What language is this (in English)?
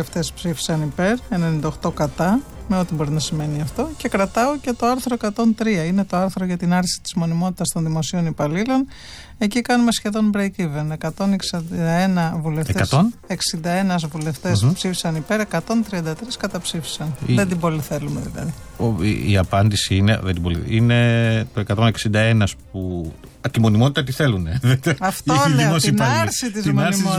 Greek